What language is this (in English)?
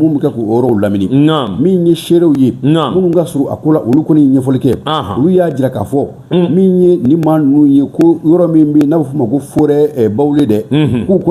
Bambara